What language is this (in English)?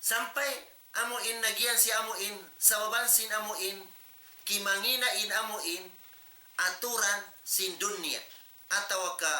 Tausug